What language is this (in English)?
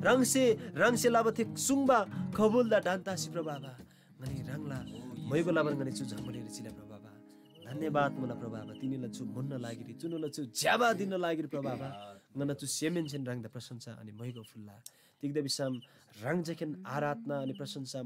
Eastern Tamang